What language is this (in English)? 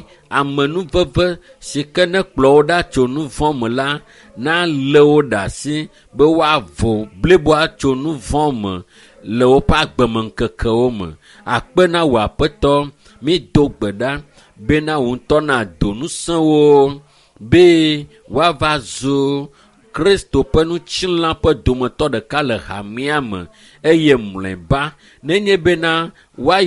Ewe